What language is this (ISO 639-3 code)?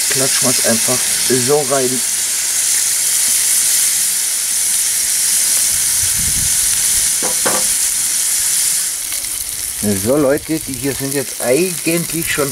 deu